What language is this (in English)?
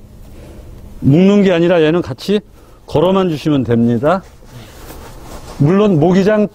Korean